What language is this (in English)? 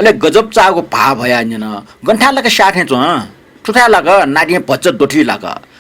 Newari